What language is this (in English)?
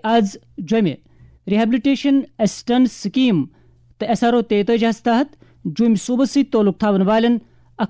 Kashmiri